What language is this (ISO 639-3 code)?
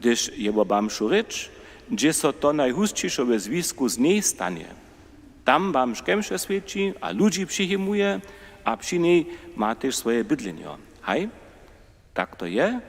hsb